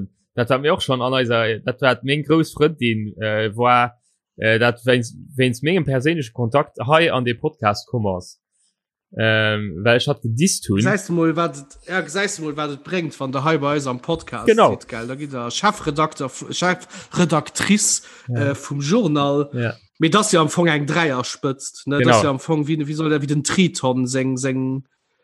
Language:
Luxembourgish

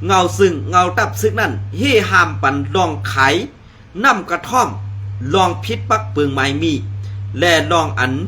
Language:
Shan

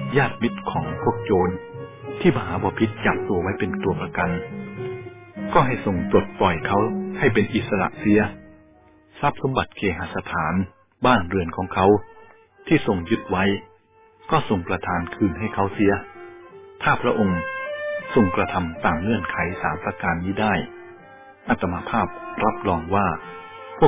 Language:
Thai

